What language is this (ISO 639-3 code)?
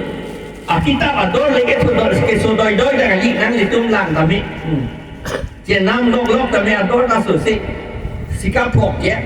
mjw